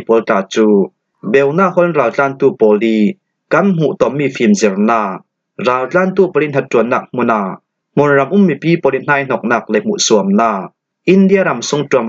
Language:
Falam Chin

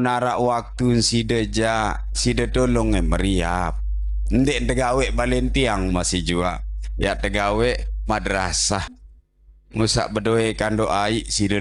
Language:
Sasak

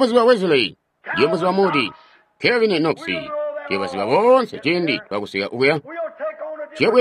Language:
Tonga (Zambia)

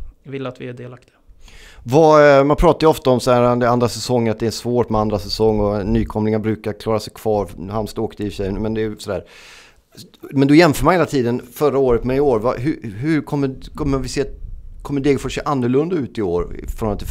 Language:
Swedish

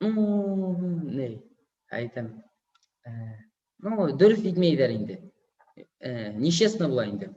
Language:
Bashkir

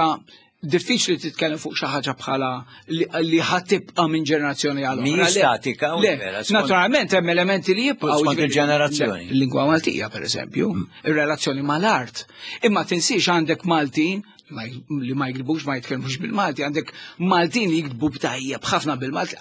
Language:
Maltese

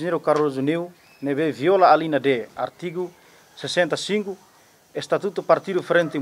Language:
Tetum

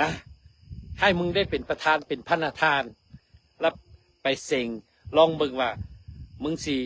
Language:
Lao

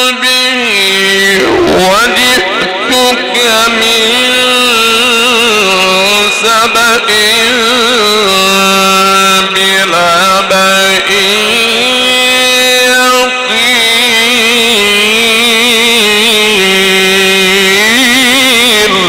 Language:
Arabic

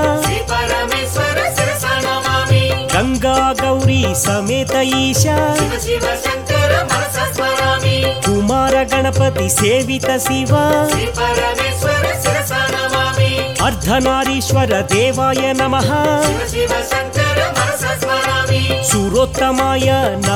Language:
Telugu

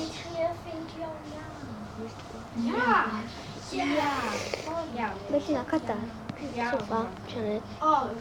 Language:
Welsh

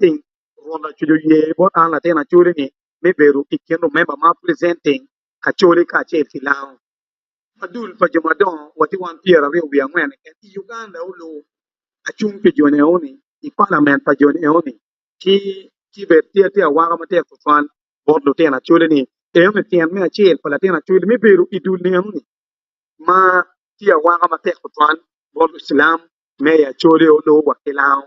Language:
Acoli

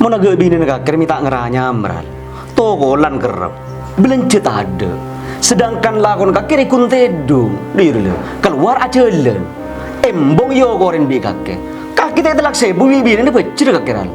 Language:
Madurese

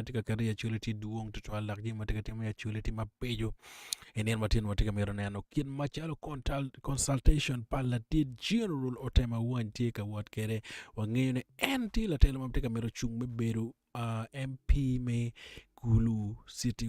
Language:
Acoli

